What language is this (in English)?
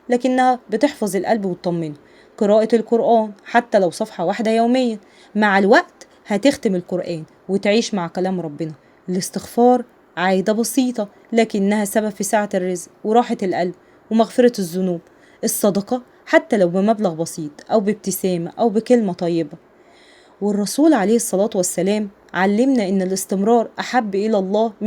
Egyptian Arabic